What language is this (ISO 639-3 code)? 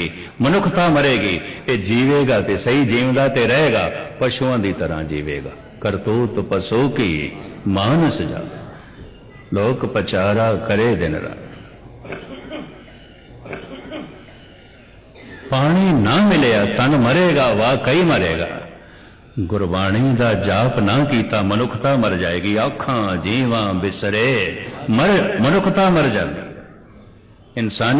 pan